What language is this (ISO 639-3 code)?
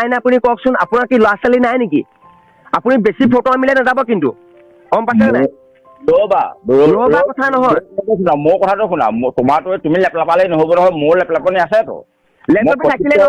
asm